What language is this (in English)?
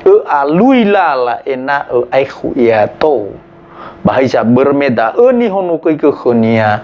Nias